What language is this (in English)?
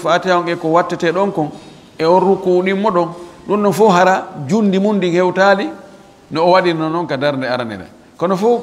Fula